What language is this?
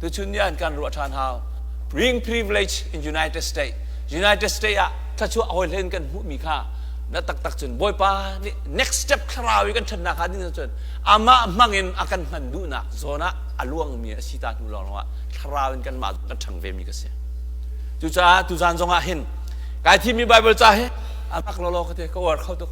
Hakha Chin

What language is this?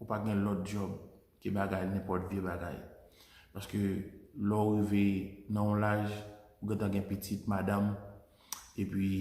Haitian Creole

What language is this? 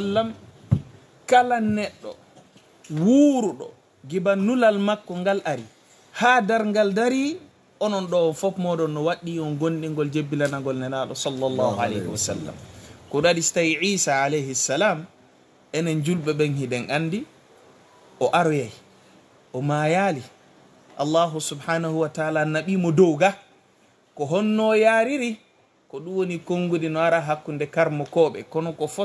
Fula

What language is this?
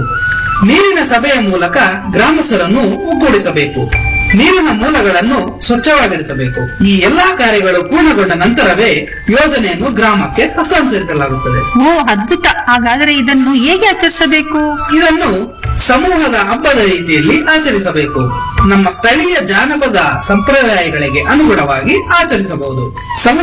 Kannada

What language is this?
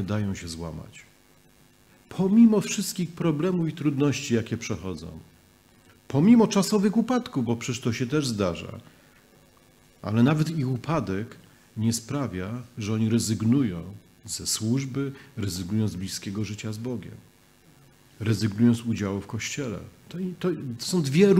Polish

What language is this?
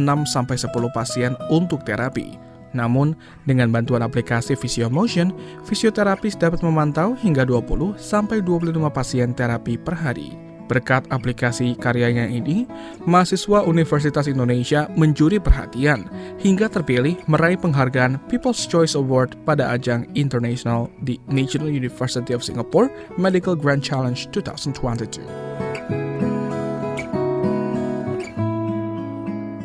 Indonesian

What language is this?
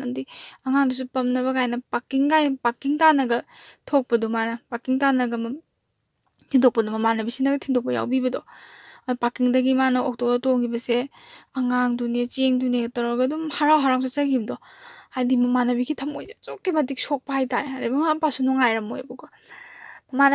Manipuri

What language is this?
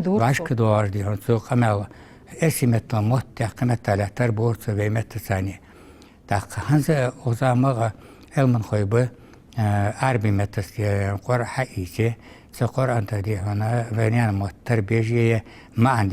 Ingush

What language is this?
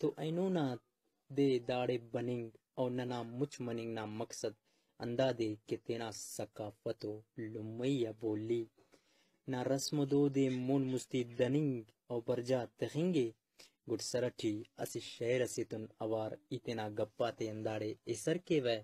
Brahui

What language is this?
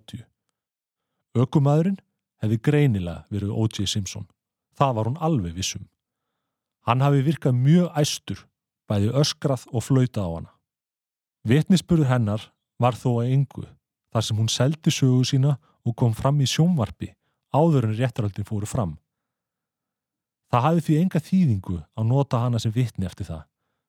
Icelandic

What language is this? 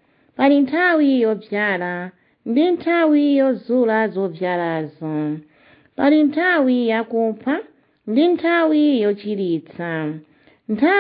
Nyanja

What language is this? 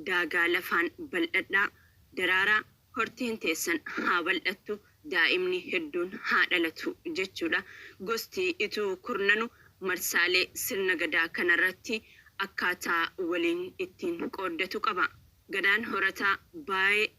Oromo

